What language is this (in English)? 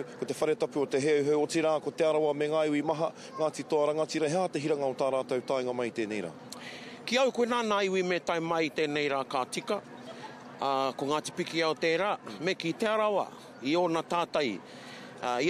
Māori